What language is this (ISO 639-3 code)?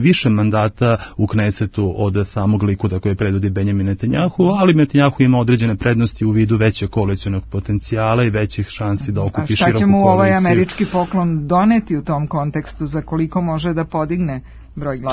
srp